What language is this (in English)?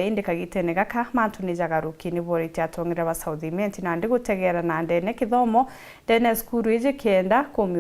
Meru